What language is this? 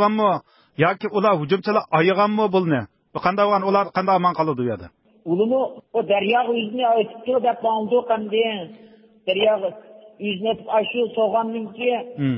Uyghur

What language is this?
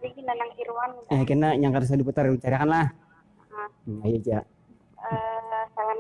Banjar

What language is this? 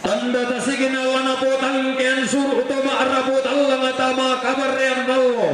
Toraja-Sa'dan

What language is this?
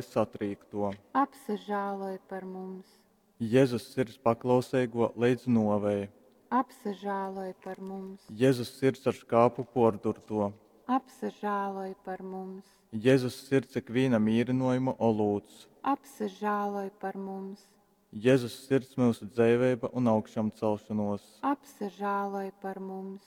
Latgalian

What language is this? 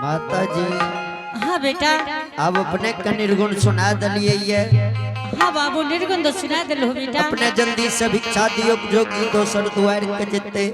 Angika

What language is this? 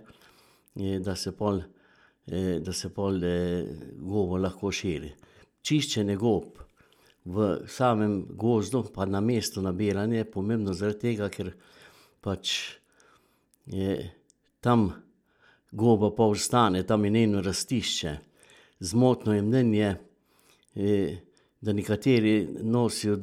Slovenian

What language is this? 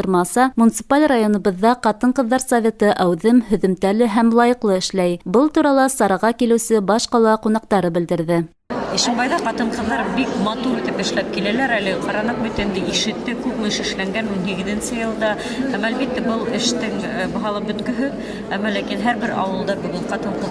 Bashkir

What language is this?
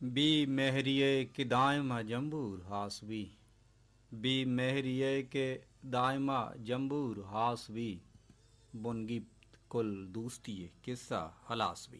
Baluchi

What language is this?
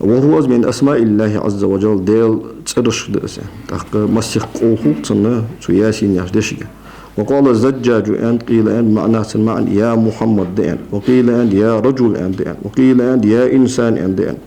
Ingush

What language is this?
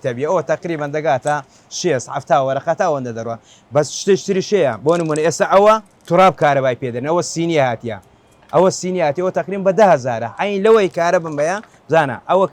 Central Kurdish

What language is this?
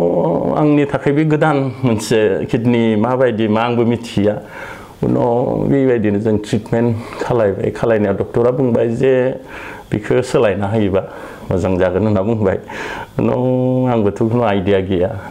Bodo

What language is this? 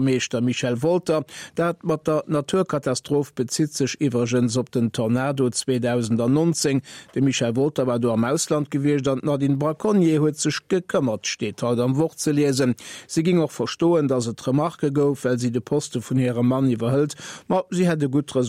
Luxembourgish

